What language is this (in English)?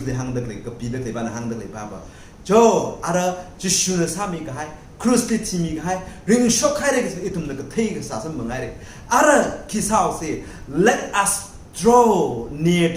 Tangkhul Naga (India)